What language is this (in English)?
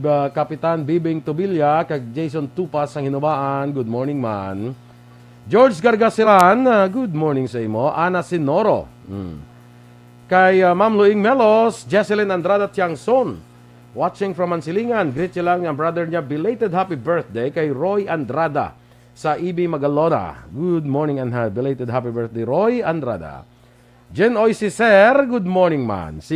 Hiligaynon